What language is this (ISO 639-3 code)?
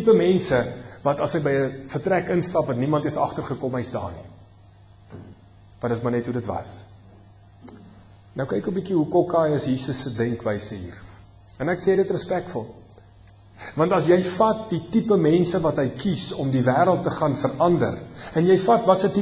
afr